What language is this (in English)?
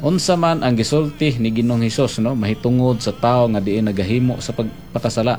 Cebuano